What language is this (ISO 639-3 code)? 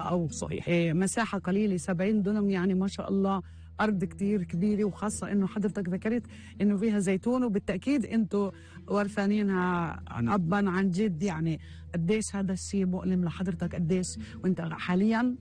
apc